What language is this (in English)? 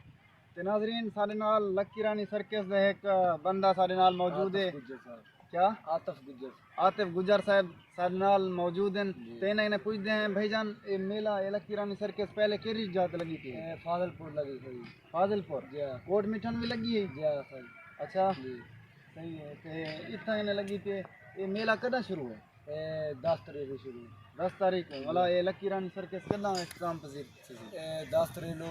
Saraiki